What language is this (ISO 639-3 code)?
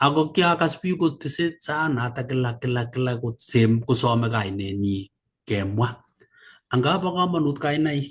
kln